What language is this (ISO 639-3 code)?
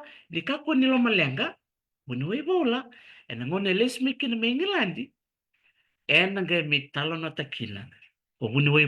fij